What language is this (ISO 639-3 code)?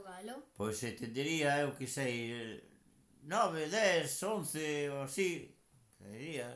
glg